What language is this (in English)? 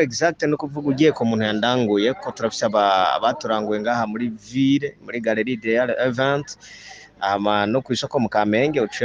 Rundi